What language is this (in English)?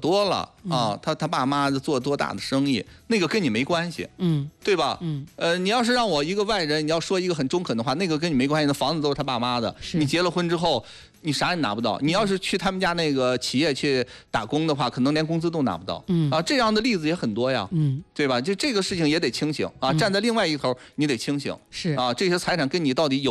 Chinese